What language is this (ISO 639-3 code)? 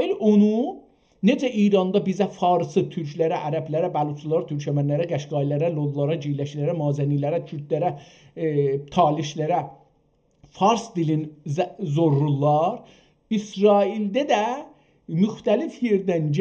azb